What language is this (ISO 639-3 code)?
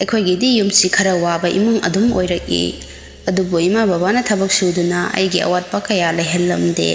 mni